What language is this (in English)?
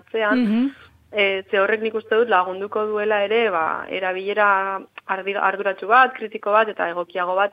Basque